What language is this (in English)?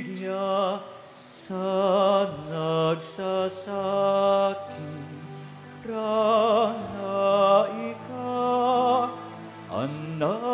Bikol